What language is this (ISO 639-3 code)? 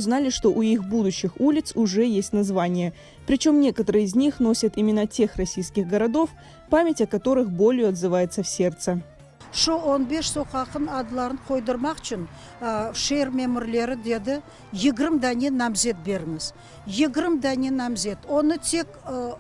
crh